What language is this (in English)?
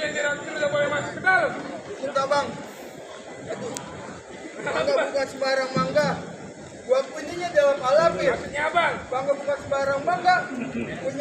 Betawi